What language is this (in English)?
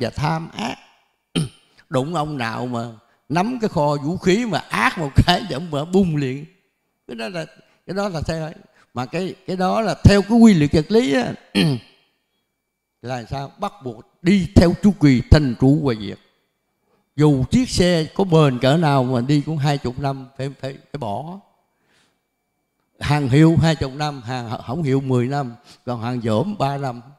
Vietnamese